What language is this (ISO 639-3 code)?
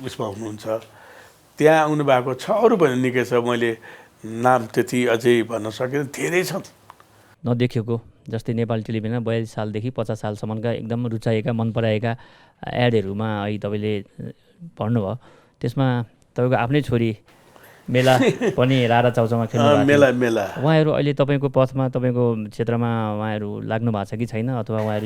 nep